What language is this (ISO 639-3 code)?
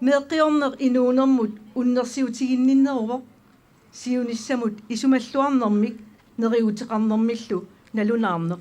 kal